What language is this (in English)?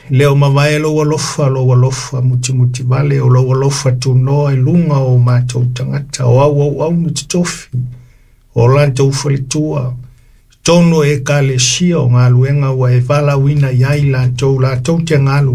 Samoan